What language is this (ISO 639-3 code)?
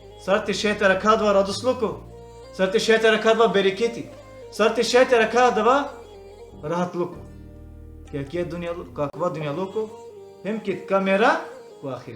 rmn